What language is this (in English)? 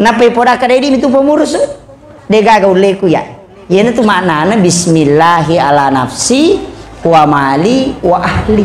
Buginese